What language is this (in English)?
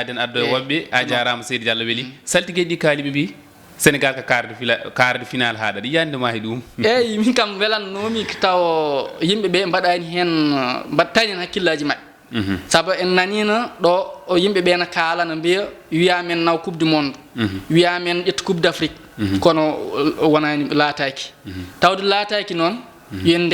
Fula